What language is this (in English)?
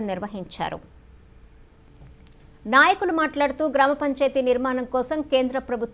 Telugu